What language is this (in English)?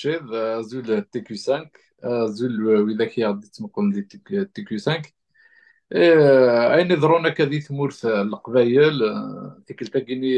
Kabyle